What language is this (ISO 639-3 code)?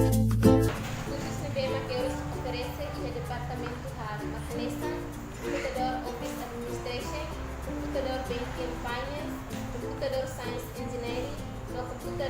tet